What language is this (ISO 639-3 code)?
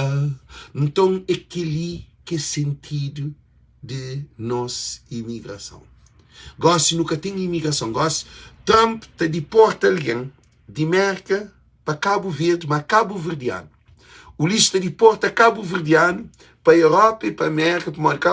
kea